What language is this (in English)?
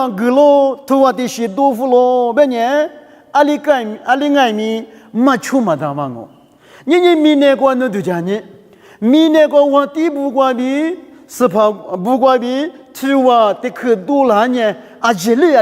Lisu